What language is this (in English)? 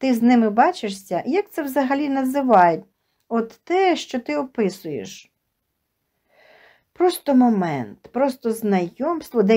Ukrainian